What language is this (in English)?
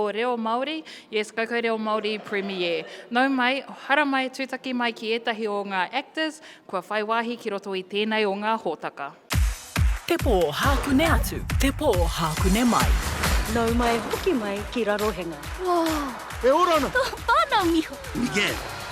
Māori